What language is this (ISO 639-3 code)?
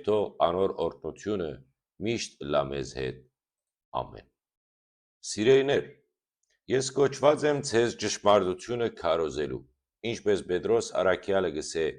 hyw